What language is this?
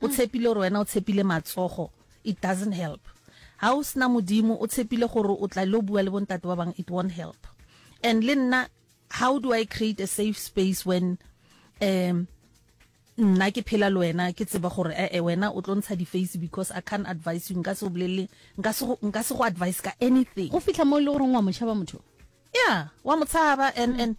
Northern Sotho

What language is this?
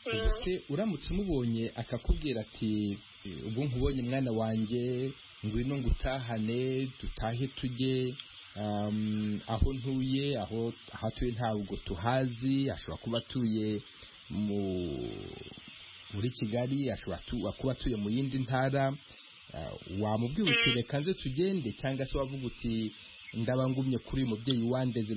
Kinyarwanda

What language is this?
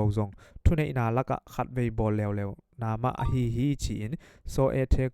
Tedim Chin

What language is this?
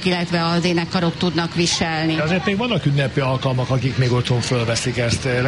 Hungarian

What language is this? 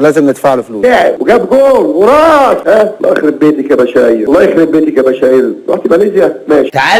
Egyptian Arabic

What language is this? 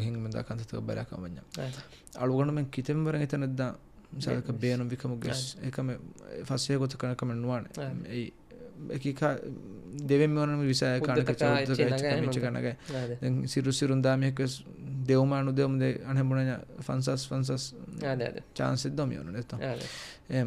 Divehi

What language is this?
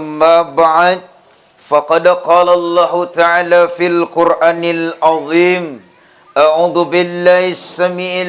Buginese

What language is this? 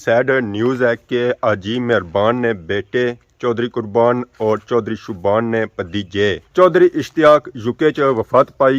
Pahari-Potwari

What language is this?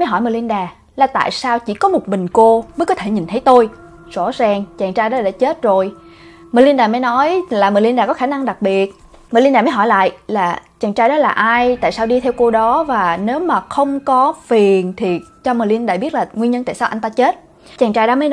Vietnamese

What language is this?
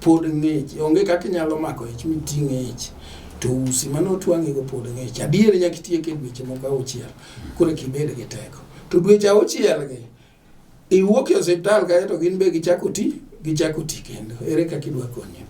Luo (Kenya and Tanzania)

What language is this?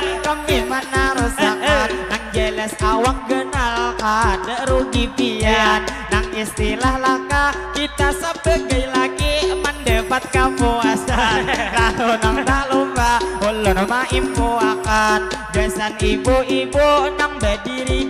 Banjar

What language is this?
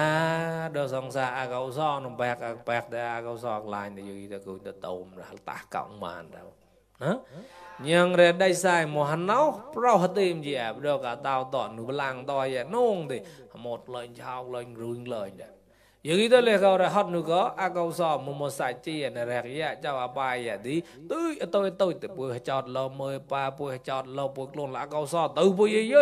Mon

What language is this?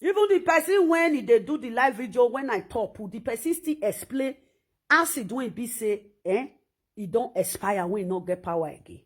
Nigerian Pidgin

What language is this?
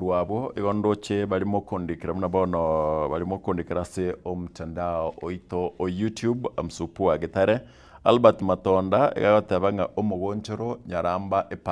Gusii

